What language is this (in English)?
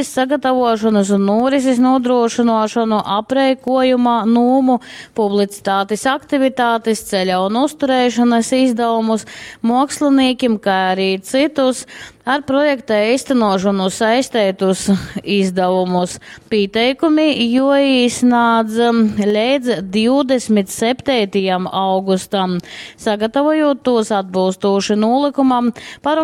Latgalian